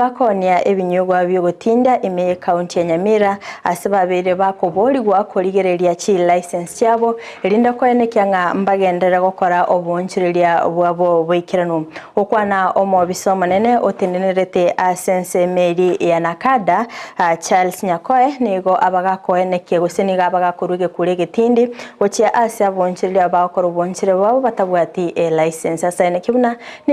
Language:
Gusii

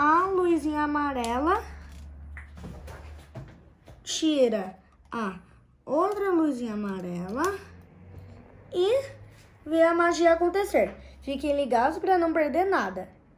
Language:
Portuguese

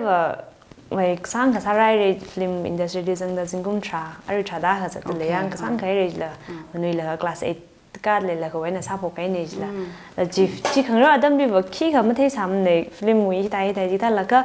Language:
Tangkhul Naga (India)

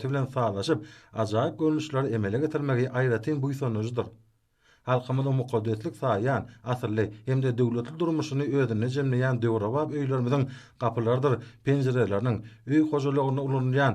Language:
Turkmen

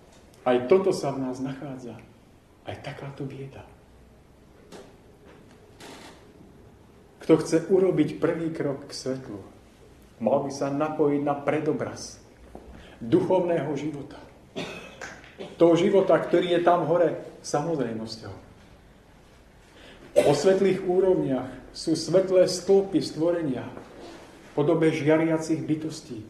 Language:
Slovak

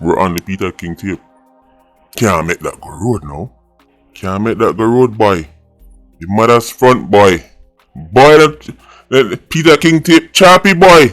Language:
Jamaican Creole English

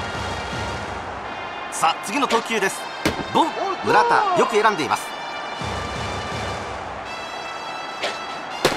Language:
Japanese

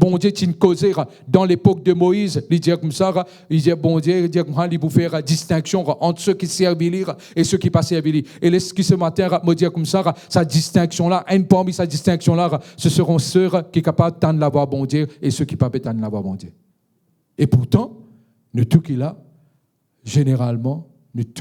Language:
Morisyen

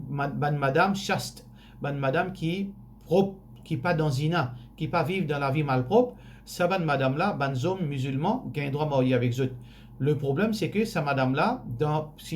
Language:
Morisyen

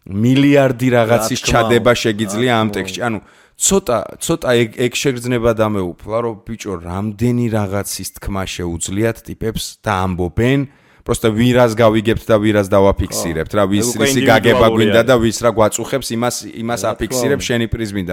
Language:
Georgian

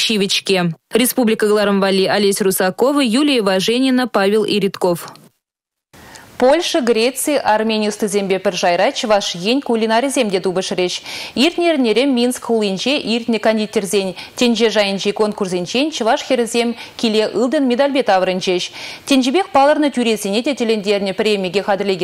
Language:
Chuvash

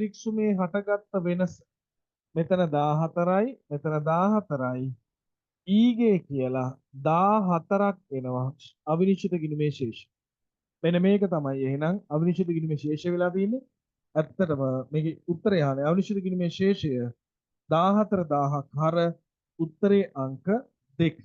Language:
Sinhala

